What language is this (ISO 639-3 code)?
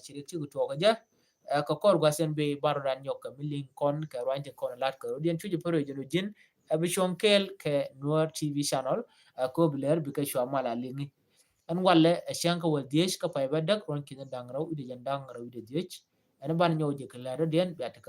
nus